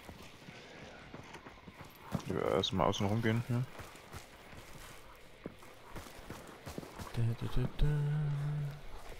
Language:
German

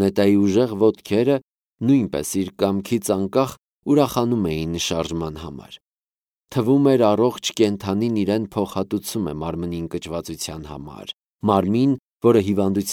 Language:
Armenian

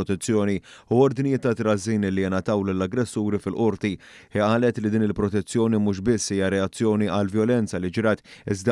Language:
Maltese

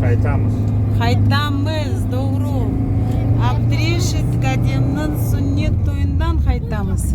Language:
Crimean Tatar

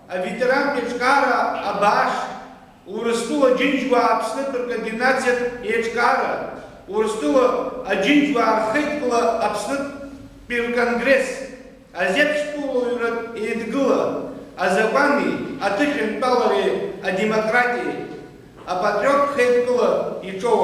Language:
Abkhazian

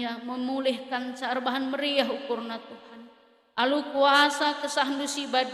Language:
Batak Karo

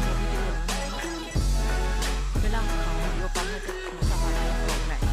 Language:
Lao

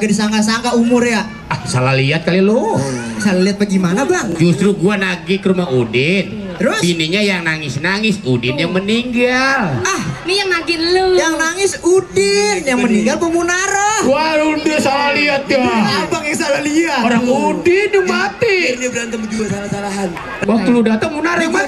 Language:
Betawi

